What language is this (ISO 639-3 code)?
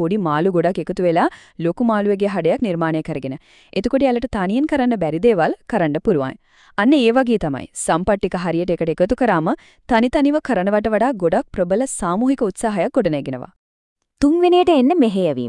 sin